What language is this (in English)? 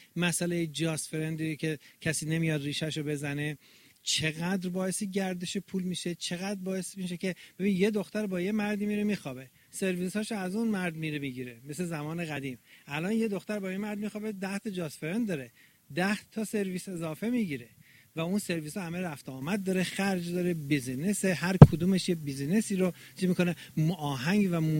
Persian